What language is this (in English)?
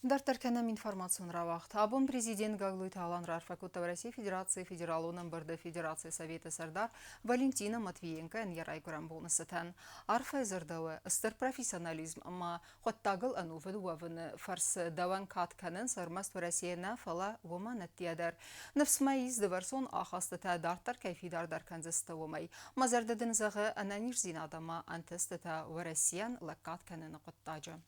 Ossetic